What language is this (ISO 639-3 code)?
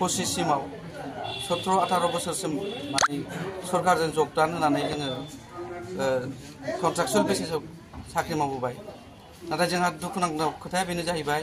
brx